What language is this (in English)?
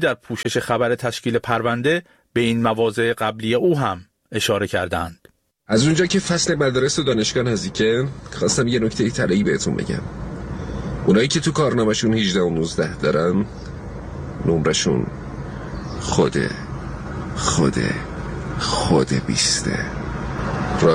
Persian